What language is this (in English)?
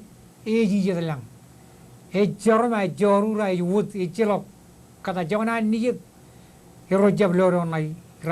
Marshallese